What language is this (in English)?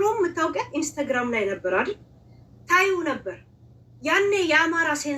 Amharic